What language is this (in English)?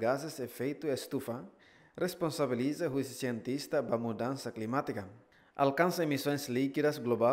Tetum